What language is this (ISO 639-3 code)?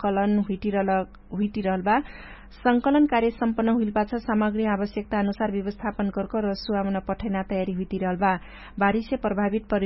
thl